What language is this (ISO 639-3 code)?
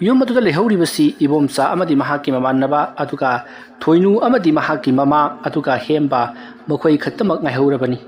mni